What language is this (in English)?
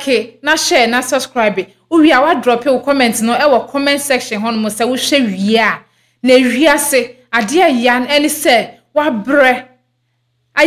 Akan